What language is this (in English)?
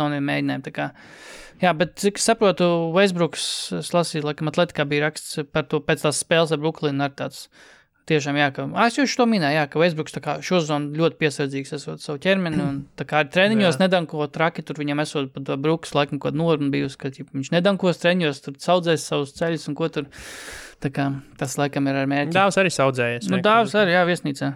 Latvian